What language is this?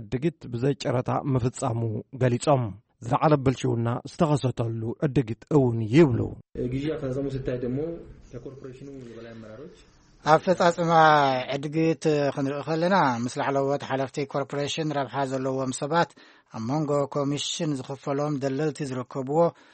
Tigrinya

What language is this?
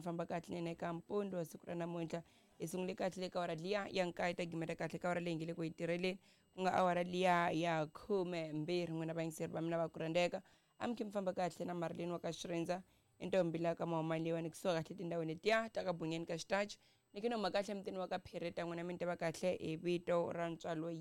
Tsonga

